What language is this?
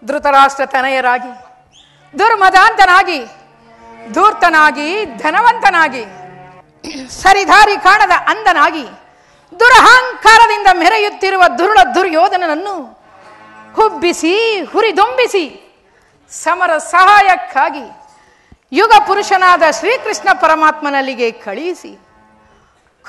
Kannada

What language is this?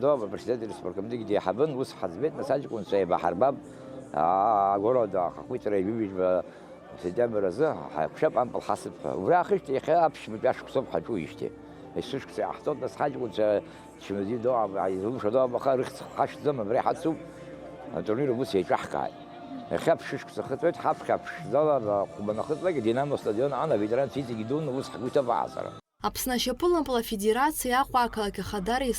Abkhazian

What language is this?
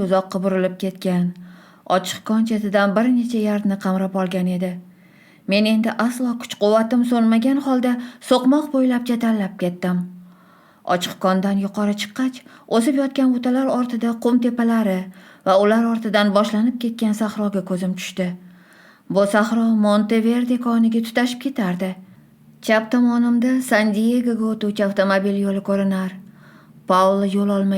Uzbek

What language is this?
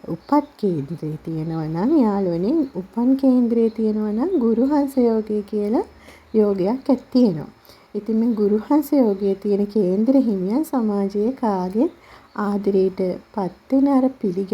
Sinhala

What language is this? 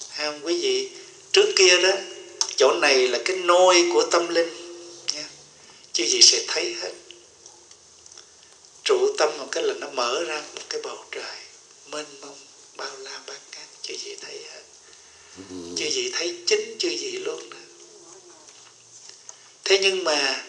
Vietnamese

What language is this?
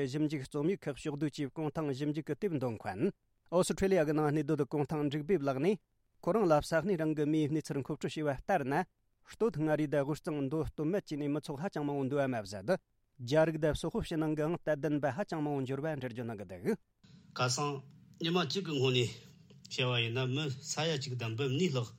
Tibetan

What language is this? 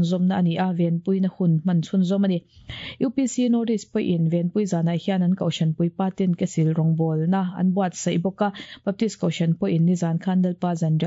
Mizo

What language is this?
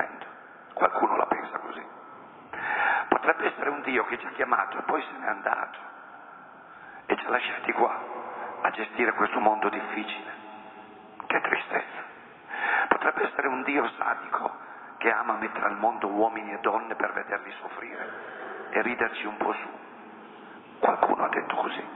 Italian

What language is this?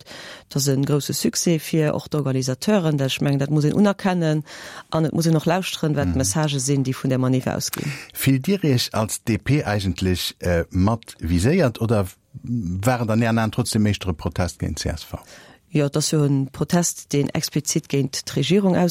Luxembourgish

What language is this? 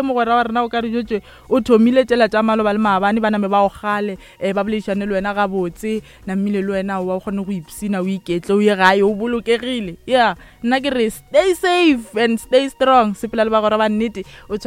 Northern Sotho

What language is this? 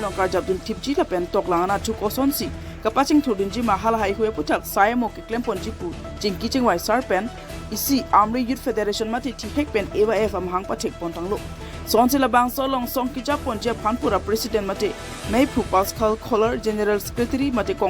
Karbi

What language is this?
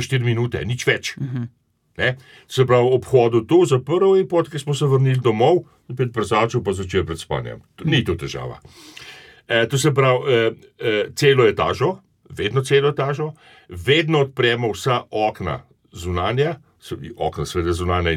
Slovenian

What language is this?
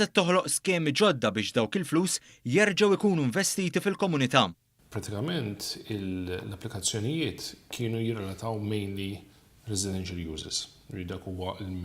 Maltese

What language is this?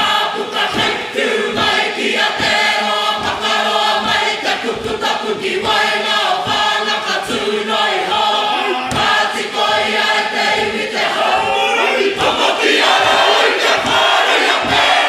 Māori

